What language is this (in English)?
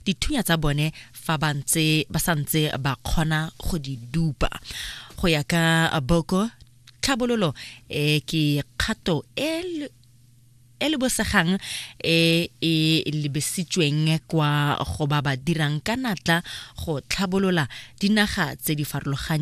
Tswana